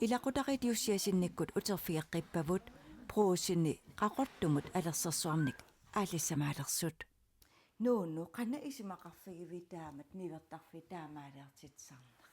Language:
Kalaallisut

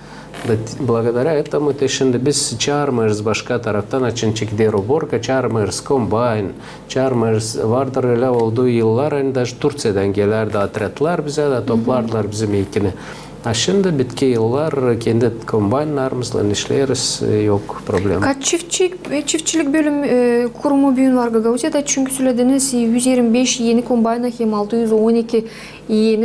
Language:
Gagauz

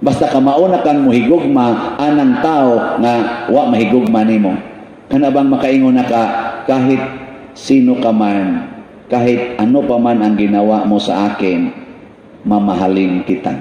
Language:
Cebuano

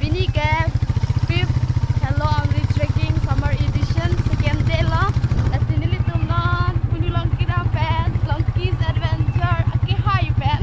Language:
Karbi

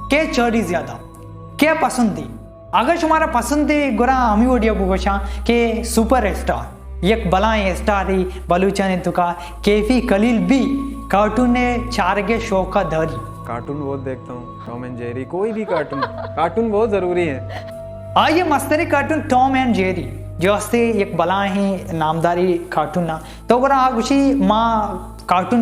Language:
Baluchi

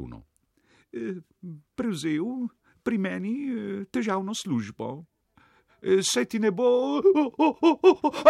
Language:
Slovenian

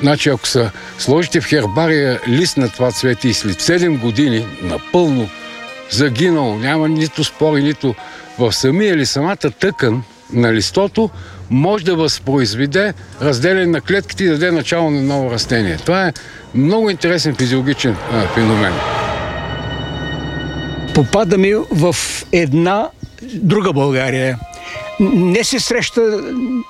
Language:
Bulgarian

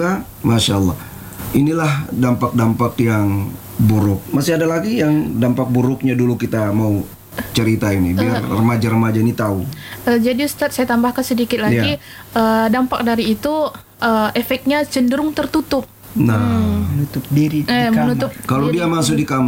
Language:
Indonesian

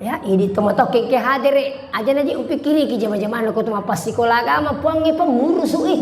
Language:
Buginese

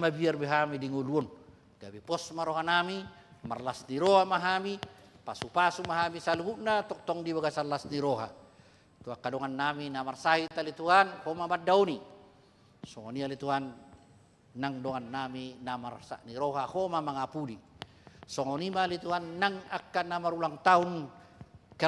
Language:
Batak Toba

